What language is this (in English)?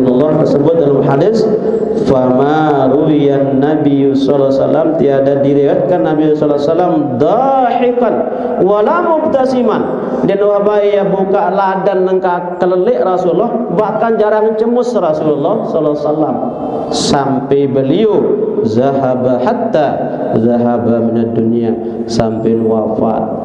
Sasak